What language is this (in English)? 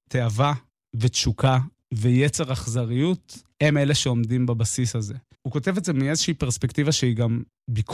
Hebrew